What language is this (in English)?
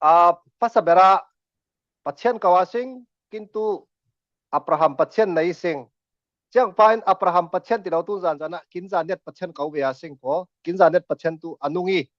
Falam Chin